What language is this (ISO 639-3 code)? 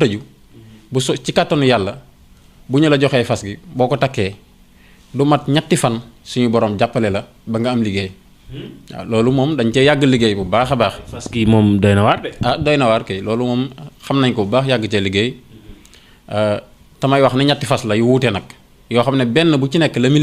wol